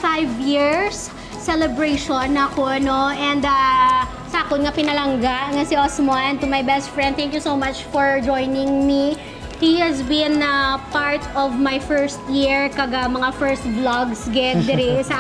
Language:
Hiligaynon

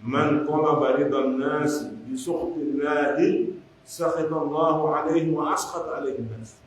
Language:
Pular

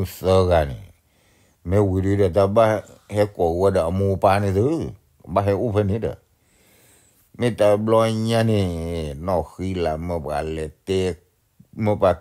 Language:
S'gaw Karen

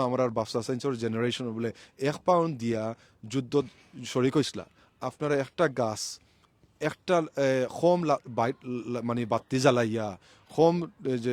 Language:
Sylheti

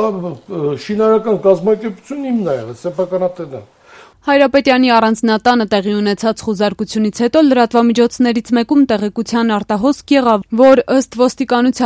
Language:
Armenian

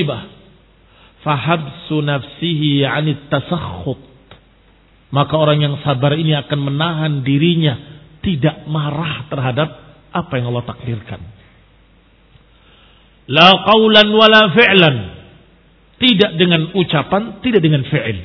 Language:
Indonesian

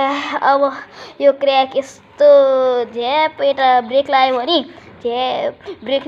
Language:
Nepali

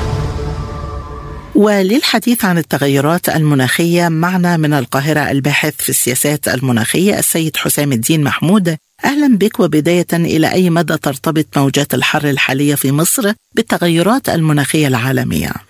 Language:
Arabic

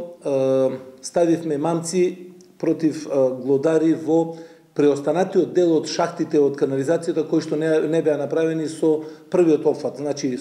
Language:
Macedonian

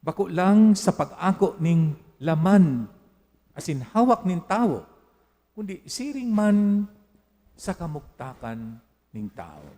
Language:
Bikol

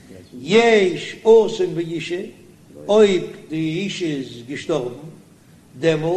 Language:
Yiddish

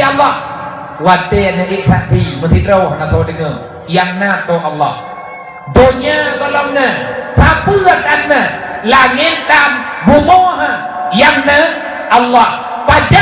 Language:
Achinese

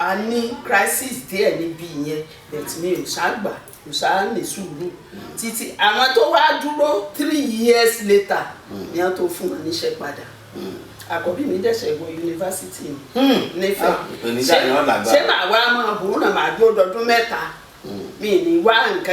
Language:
Yoruba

